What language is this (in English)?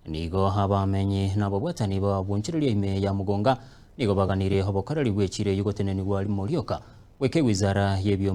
Gusii